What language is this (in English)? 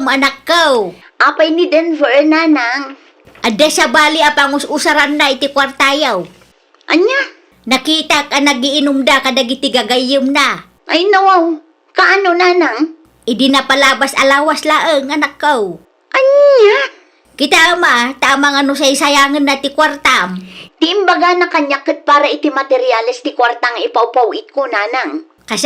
Iloko